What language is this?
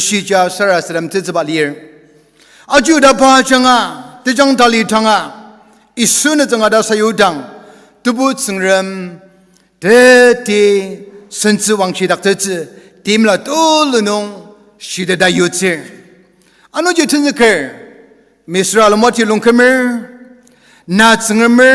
Ao Naga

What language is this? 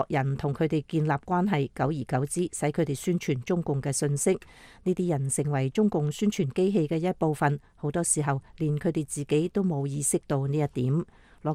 Cantonese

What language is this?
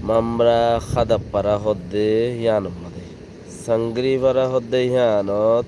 Rohingya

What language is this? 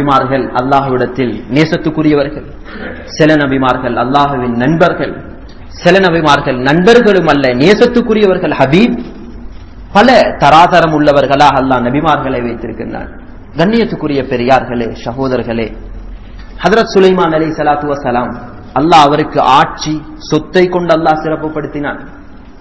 Tamil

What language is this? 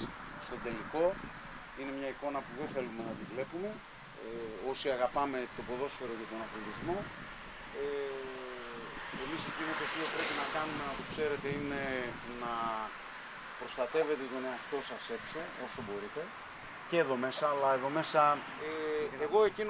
Greek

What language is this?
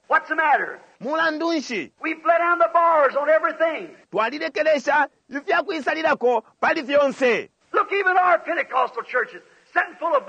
Bemba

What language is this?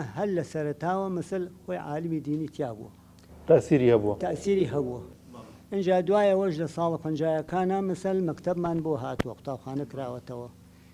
Central Kurdish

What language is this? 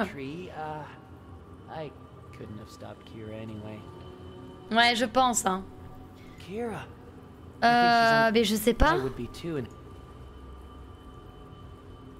French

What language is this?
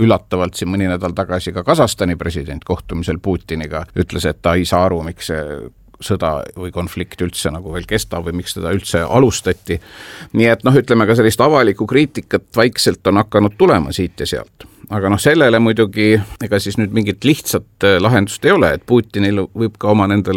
Estonian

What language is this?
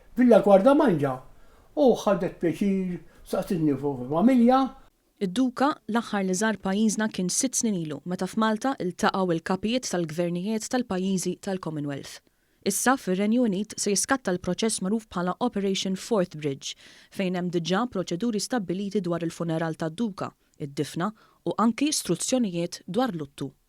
Maltese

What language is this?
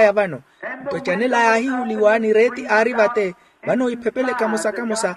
Makhuwa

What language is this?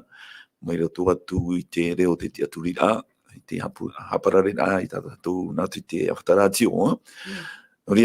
Tahitian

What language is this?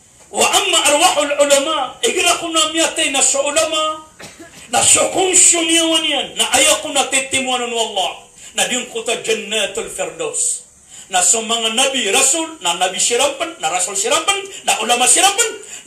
Maranao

